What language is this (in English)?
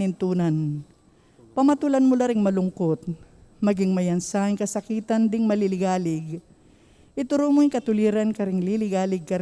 Pampanga